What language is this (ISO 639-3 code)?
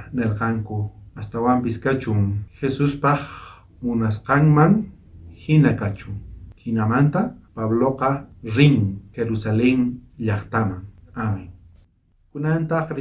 quh